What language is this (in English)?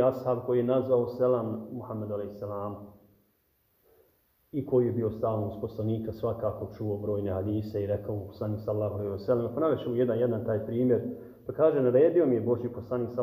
Bosnian